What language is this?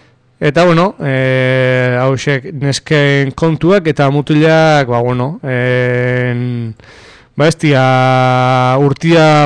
Basque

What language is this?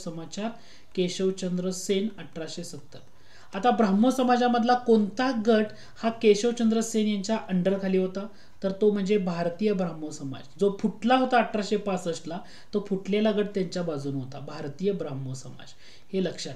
Marathi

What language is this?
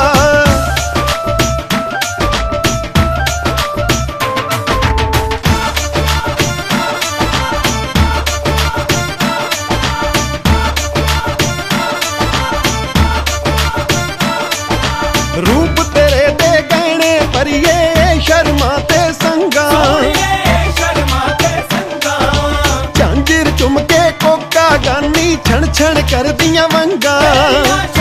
Punjabi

